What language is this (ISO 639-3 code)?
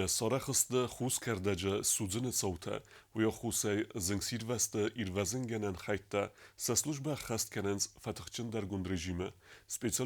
oss